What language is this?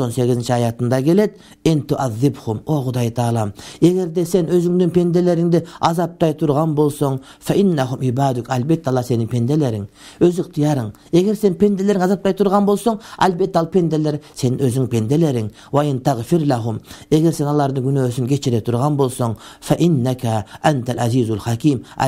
Kyrgyz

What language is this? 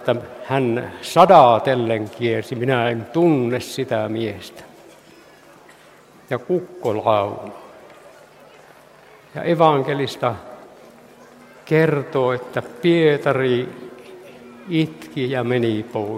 Finnish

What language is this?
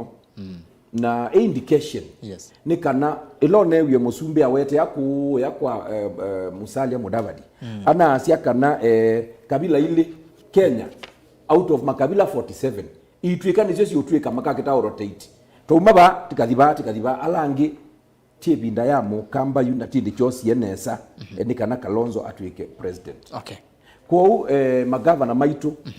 Kamba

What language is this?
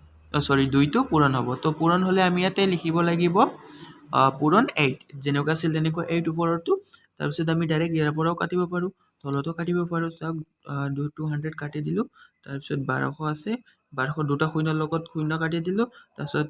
Assamese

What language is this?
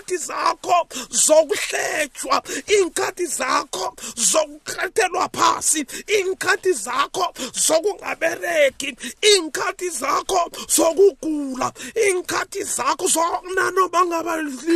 South Ndebele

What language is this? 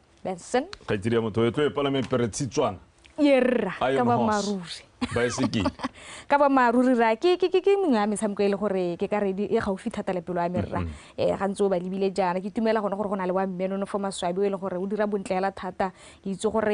Tswana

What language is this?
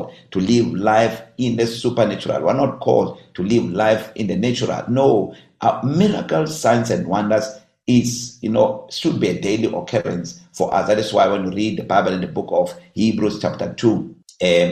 English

